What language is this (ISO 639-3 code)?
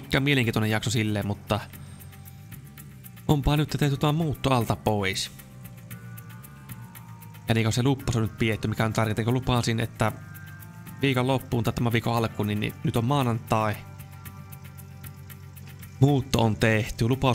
fin